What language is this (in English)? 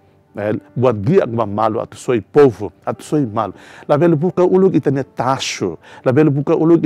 Tetum